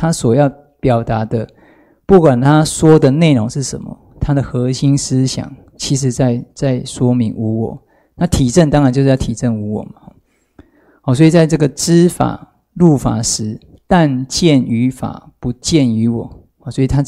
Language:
Chinese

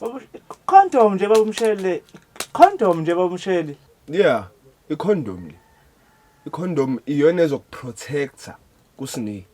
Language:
Zulu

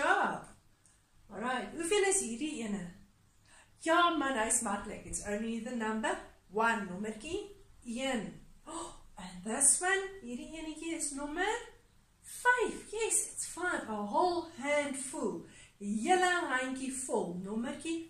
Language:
Afrikaans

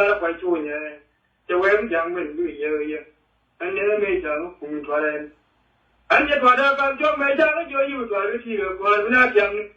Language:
Nuer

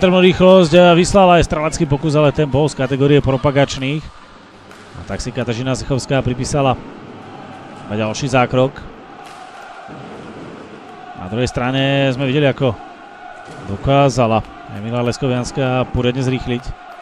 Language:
Slovak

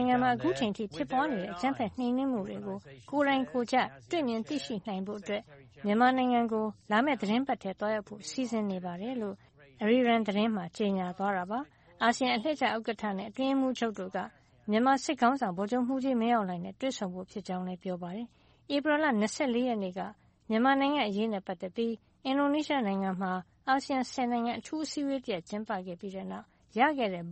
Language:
Burmese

